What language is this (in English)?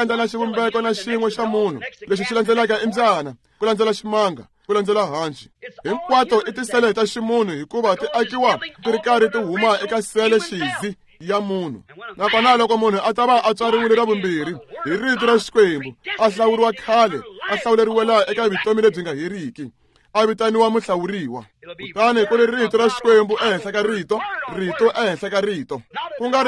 Tsonga